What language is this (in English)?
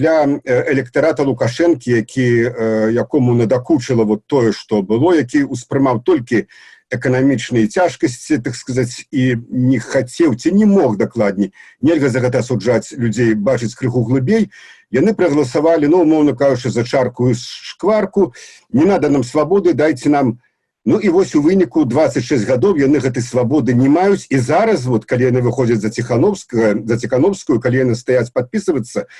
Belarusian